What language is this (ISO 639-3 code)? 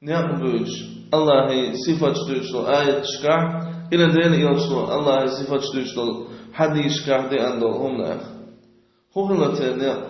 che